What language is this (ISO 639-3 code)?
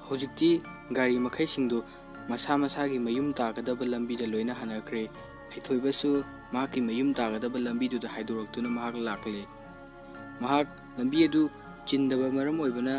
mni